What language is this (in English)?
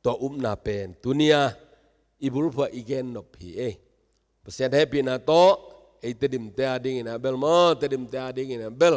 Tedim Chin